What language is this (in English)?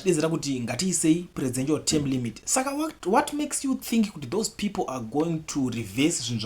Shona